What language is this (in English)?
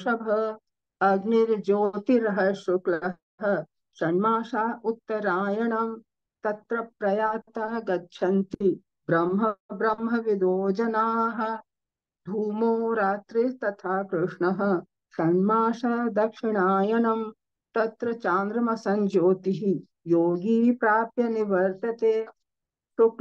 Sanskrit